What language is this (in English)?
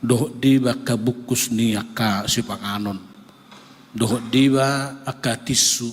Batak Toba